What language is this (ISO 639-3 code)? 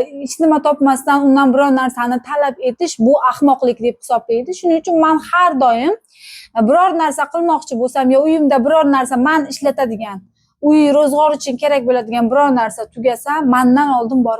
uzb